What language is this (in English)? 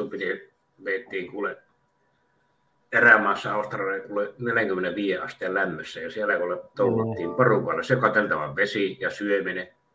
Finnish